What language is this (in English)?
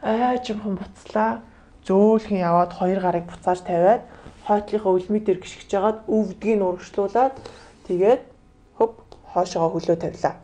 Mongolian